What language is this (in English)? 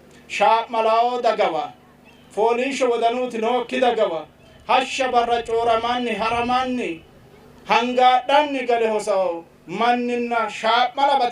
Sidamo